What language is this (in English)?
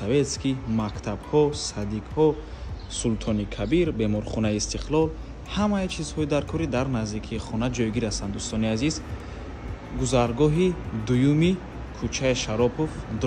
Tajik